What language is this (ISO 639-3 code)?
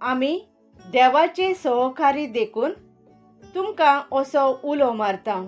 kok